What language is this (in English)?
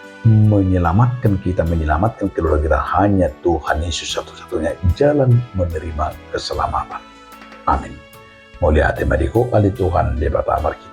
Batak Toba